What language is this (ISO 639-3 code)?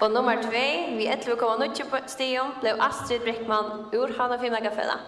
fao